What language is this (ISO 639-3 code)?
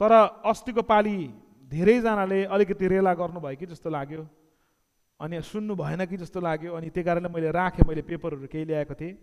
nep